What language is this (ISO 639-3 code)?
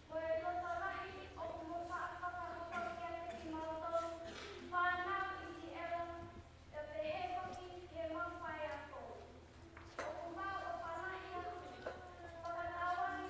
ton